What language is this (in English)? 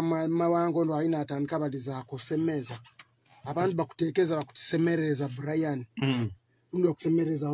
Nyoro